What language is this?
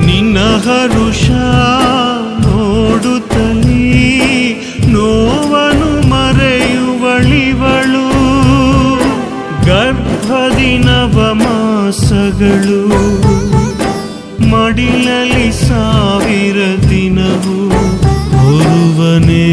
Kannada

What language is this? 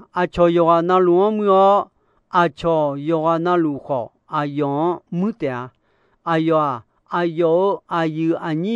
Akha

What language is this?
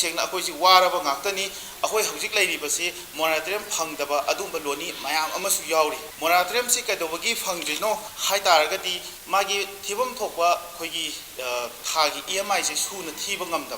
Manipuri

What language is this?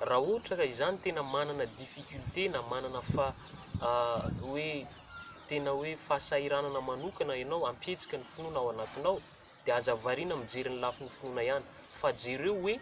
Malagasy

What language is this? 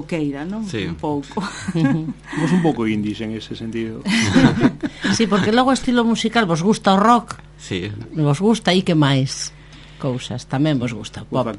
Galician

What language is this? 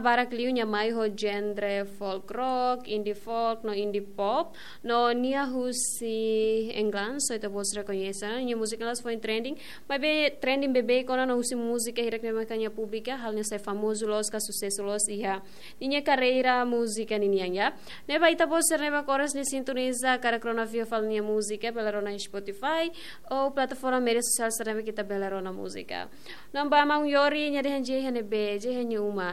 Tetum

